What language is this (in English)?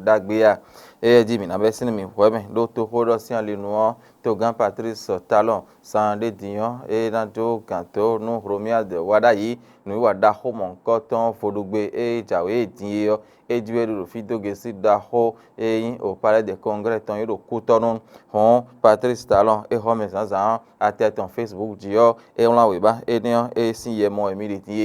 Fon